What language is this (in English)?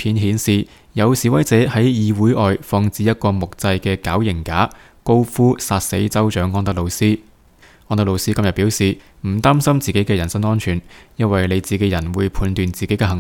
Cantonese